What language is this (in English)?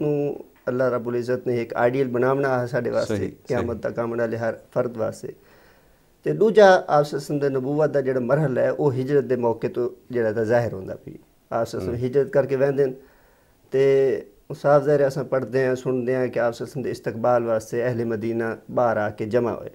Saraiki